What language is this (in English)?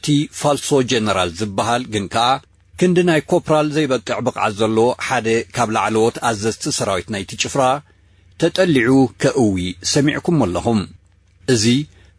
Tigrinya